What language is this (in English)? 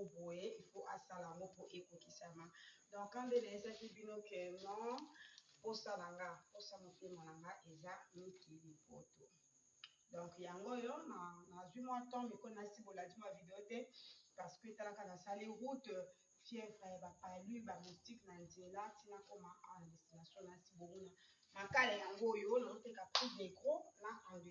Lingala